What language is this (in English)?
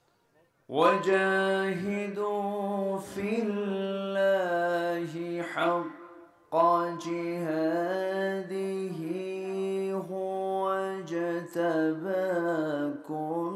Bangla